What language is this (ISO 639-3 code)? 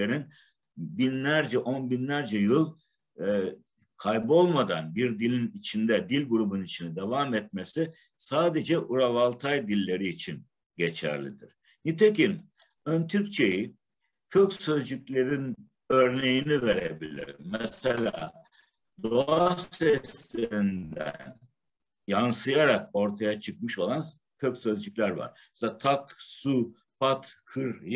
tur